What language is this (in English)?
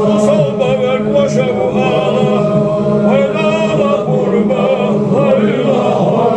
Ingush